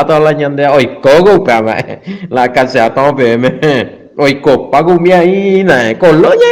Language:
Guarani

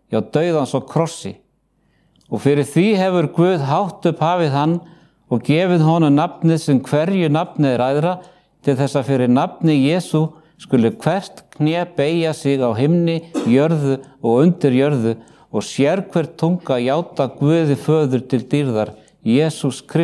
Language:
Icelandic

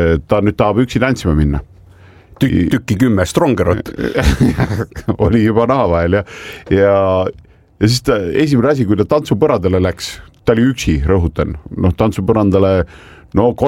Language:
Estonian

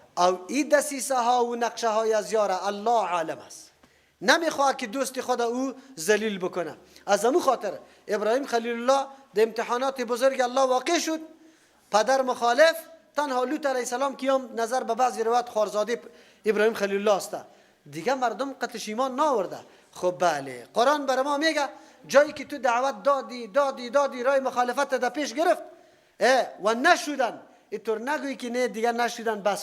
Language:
Persian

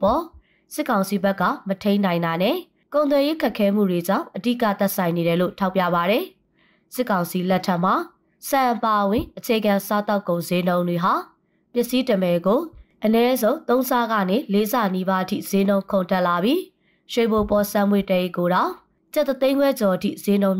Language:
Burmese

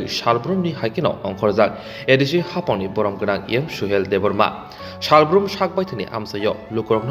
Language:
Kok Borok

